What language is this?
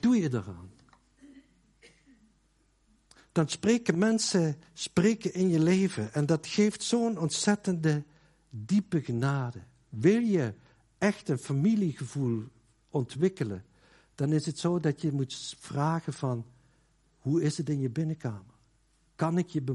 Dutch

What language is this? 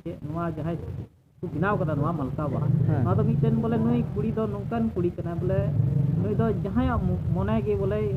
Santali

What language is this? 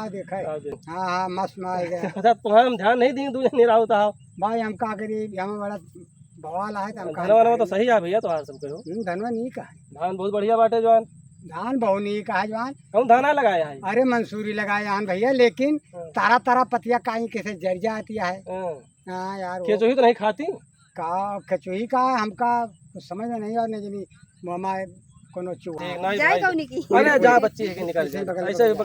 Awadhi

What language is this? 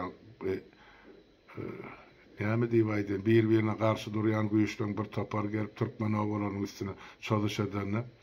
Turkmen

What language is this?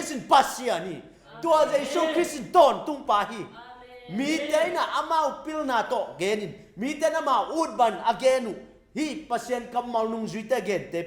Tedim Chin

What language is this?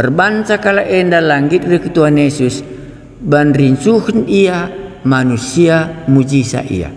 Batak Karo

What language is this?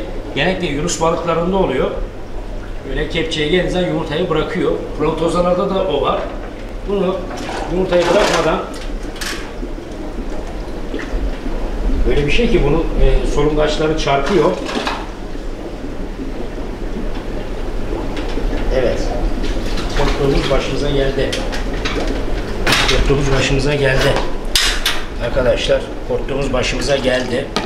Turkish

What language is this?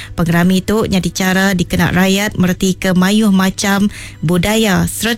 Iban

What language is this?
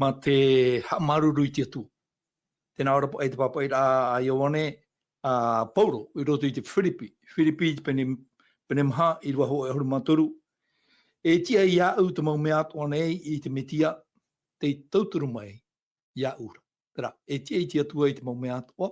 Tahitian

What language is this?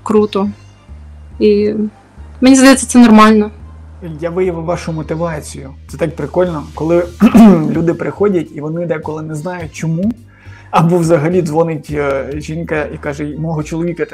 Ukrainian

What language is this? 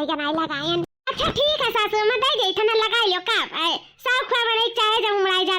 Awadhi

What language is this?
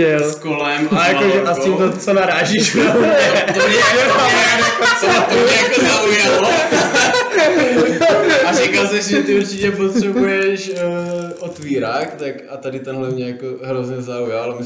Czech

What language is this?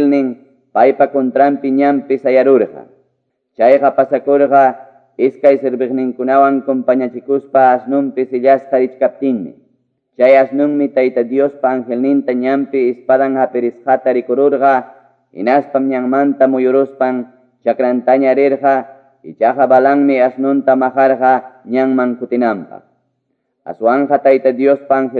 Quechua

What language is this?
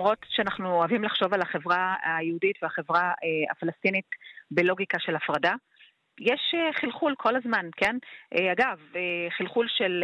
Hebrew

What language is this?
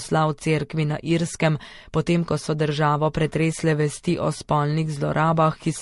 Slovenian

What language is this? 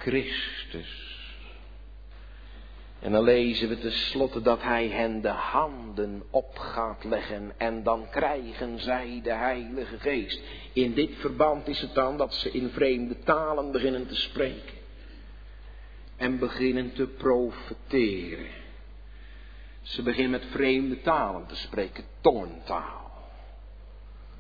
Dutch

